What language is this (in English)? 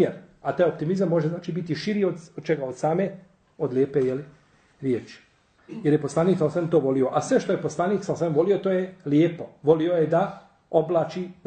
Bosnian